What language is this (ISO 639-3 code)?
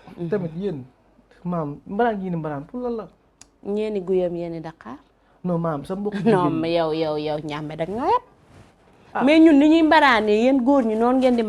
wol